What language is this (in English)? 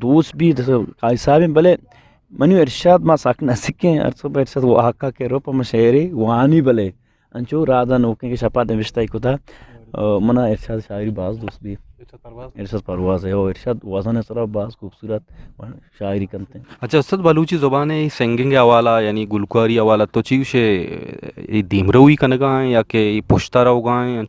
Eastern Balochi